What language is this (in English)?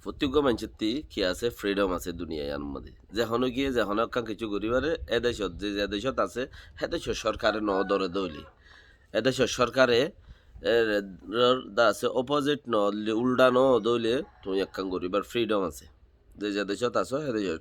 Rohingya